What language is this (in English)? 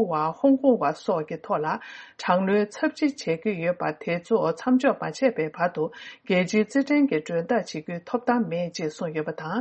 Tibetan